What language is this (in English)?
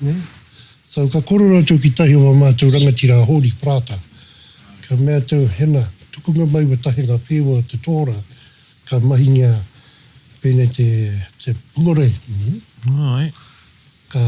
Māori